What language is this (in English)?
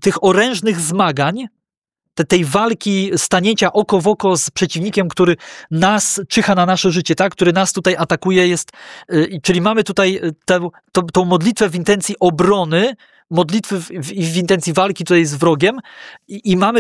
Polish